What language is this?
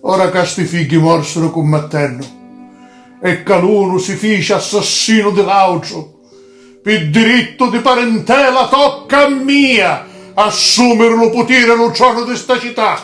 Sicilian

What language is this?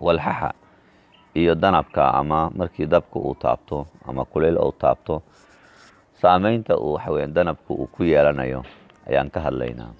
Somali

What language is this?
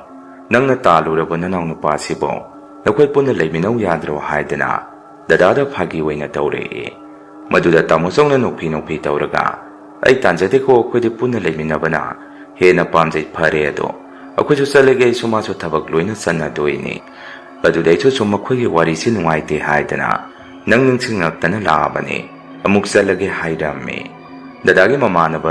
Manipuri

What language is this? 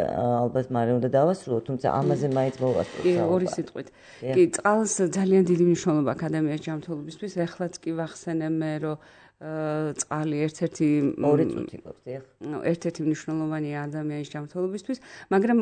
Georgian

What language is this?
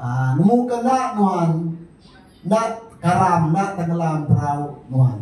Iban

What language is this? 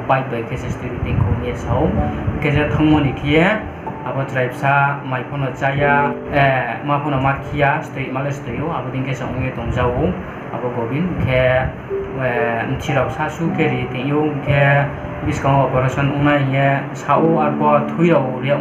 Riang (India)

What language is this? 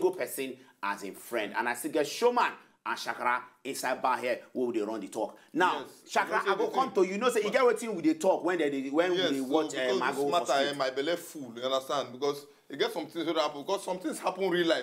Nigerian Pidgin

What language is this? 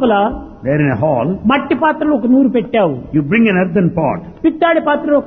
Telugu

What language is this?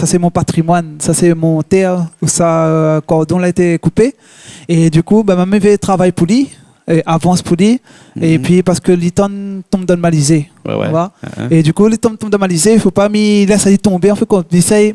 Réunion Creole French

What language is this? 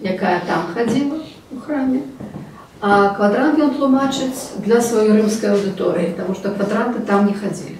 Belarusian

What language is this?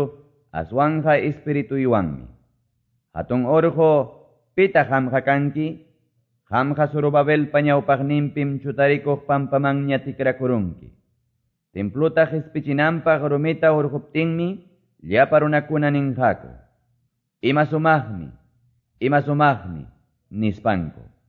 Quechua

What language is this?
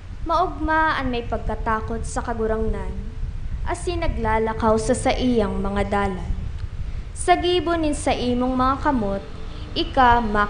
Bikol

